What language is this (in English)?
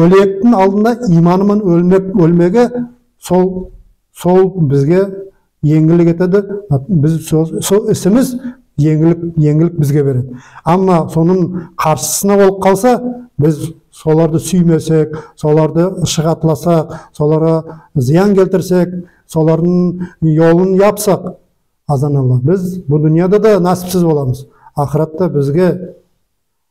Nogai